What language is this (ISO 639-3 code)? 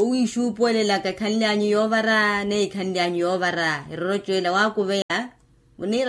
vmw